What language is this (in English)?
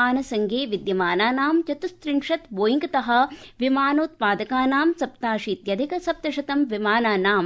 Sanskrit